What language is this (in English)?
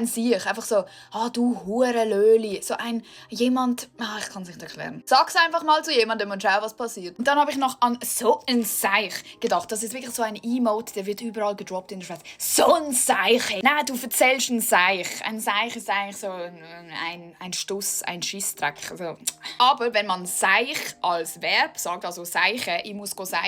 Swiss German